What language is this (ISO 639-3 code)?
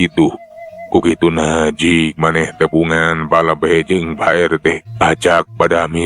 sun